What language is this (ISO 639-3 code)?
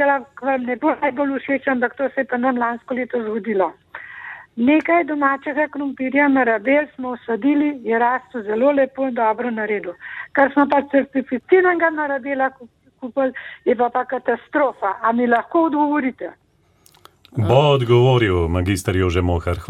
slv